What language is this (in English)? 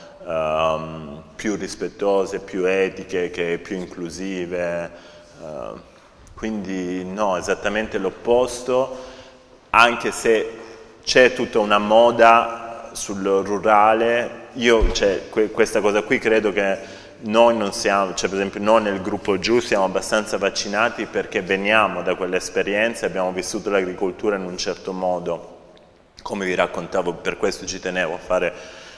Italian